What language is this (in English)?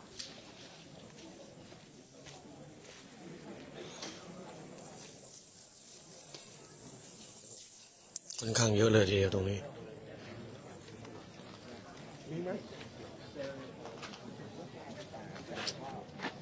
Thai